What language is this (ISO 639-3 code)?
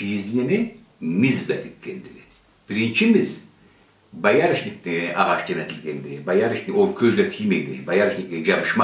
krc